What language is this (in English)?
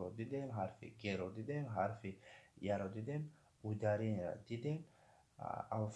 Tajik